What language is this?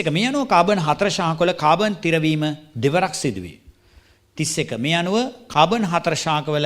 Sinhala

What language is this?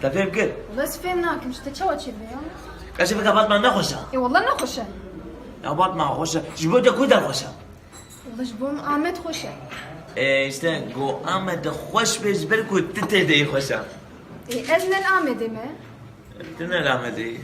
Kurdish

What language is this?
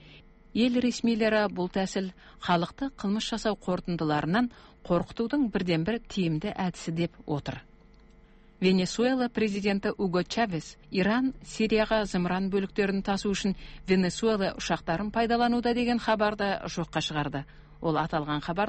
Kazakh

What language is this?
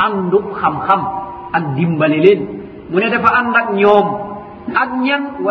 Wolof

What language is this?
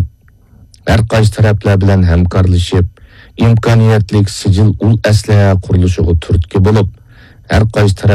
Uyghur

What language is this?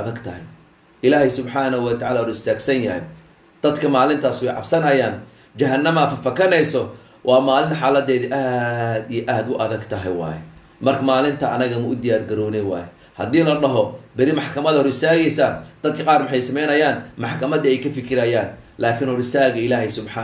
Somali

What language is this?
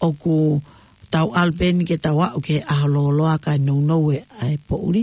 Tongan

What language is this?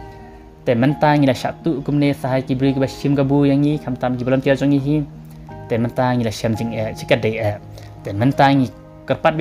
Khasi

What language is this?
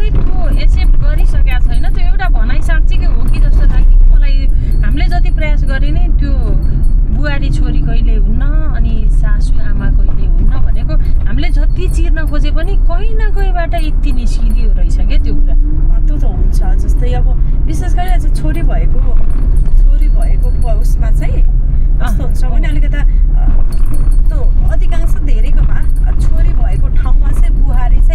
Nepali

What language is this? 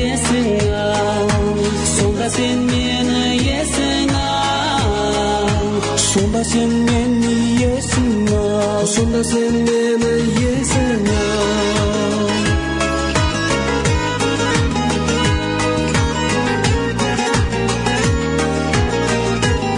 Kazakh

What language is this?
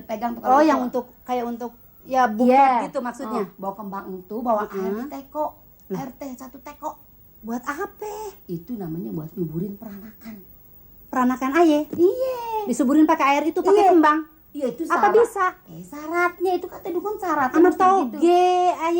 Betawi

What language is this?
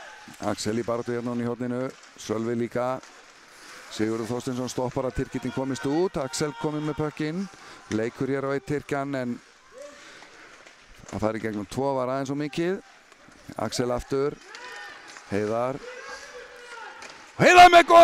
Icelandic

